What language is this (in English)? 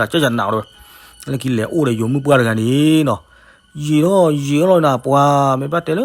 S'gaw Karen